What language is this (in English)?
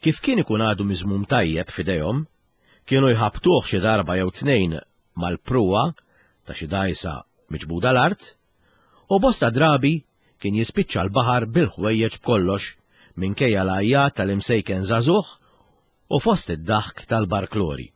Maltese